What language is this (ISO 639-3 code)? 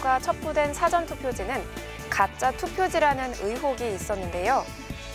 kor